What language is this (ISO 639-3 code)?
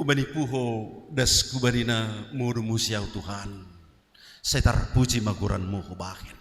bts